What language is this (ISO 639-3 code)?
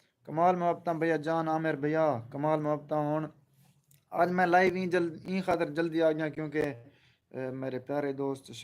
skr